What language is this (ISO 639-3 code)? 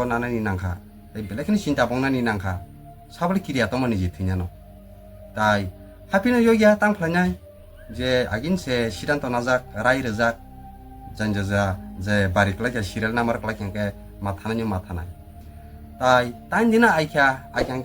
trp